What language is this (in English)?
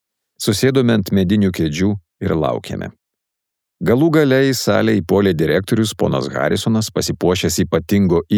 Lithuanian